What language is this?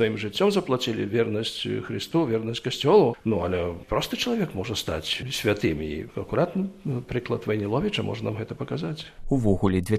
Belarusian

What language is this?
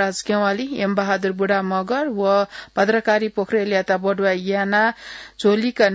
Newari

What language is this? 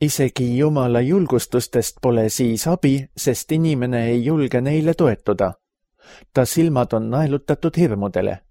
Estonian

